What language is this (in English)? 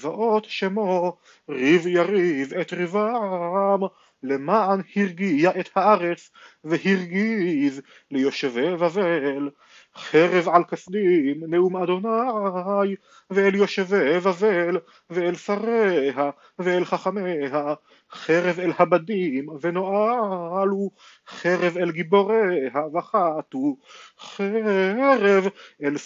Hebrew